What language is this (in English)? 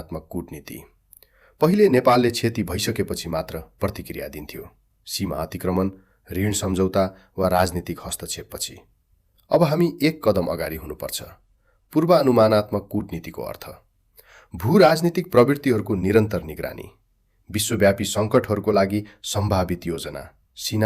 Nepali